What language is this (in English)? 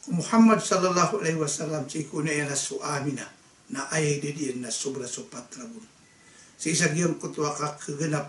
Maranao